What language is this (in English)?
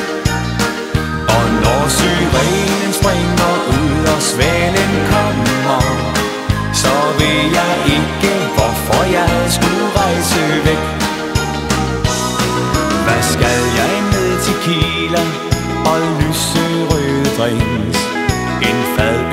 Danish